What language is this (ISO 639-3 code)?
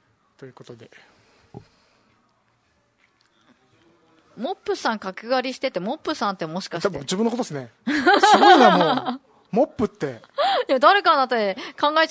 jpn